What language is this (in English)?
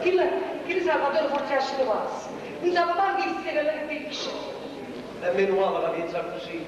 Neapolitan